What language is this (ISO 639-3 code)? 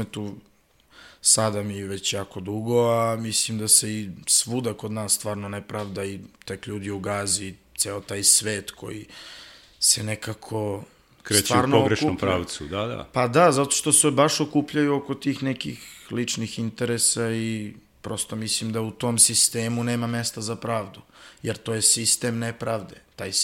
srp